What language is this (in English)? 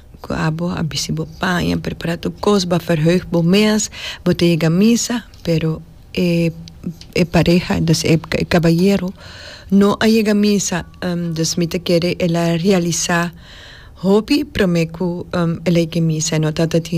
Papiamento